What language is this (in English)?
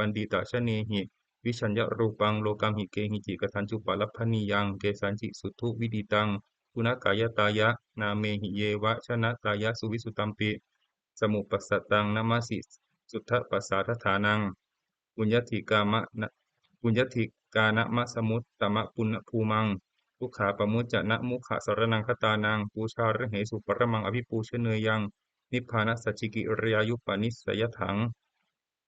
Pali